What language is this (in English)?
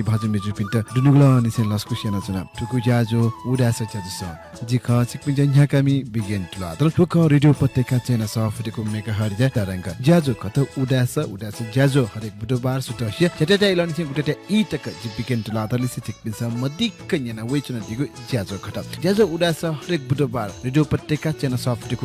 Newari